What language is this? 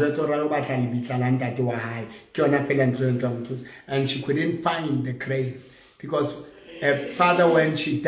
Southern Sotho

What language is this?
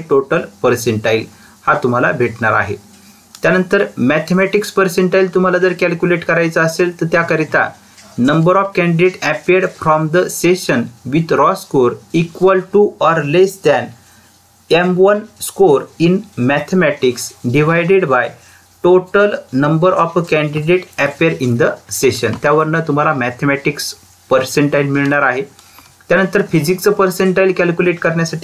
Marathi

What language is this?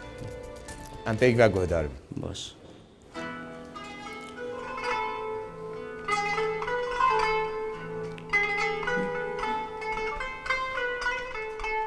Kurdish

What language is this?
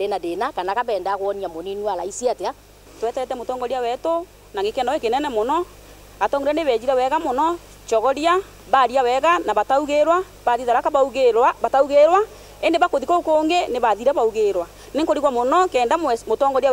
Meru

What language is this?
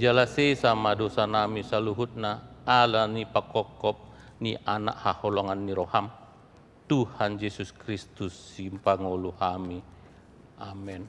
Batak Toba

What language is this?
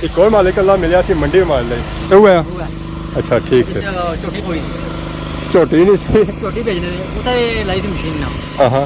Pahari-Potwari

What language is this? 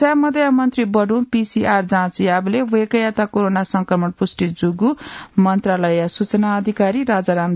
Newari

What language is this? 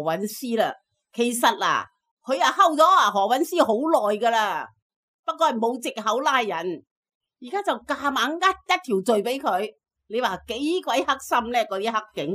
Cantonese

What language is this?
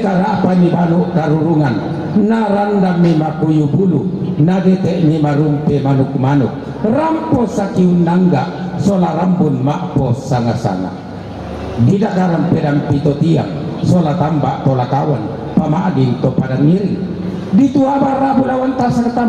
Toraja-Sa'dan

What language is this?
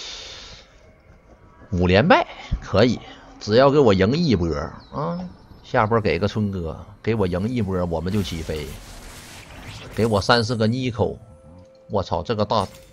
Chinese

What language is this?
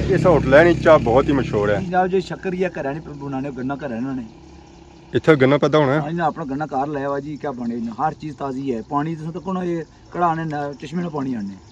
Pahari-Potwari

